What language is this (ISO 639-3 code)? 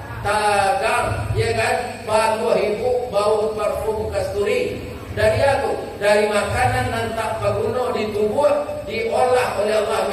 min